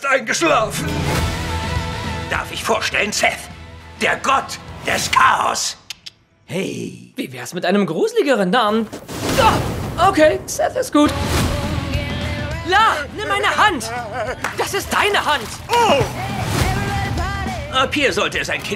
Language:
German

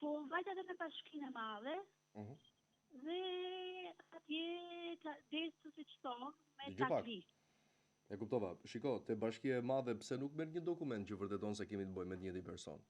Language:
Albanian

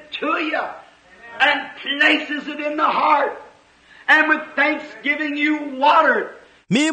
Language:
Tswana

